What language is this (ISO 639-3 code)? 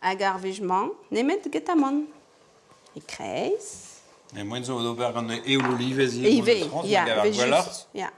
bre